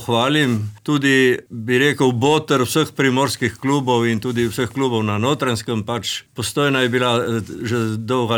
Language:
Slovenian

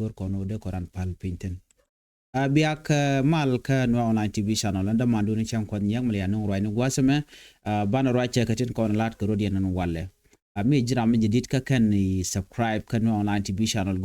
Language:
Nuer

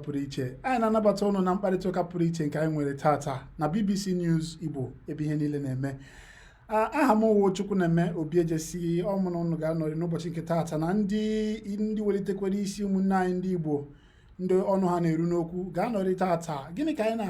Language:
Igbo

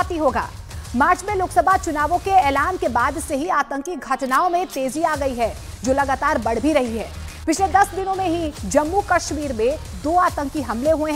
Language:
Hindi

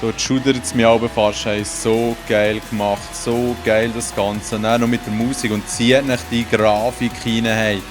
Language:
Swiss German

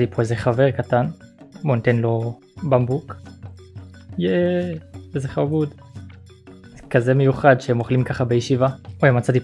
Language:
Hebrew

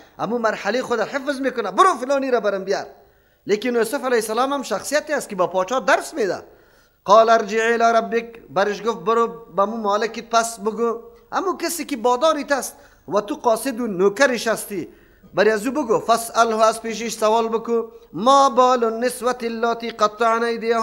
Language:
Persian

